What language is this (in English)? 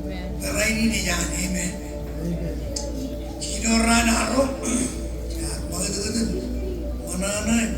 Marshallese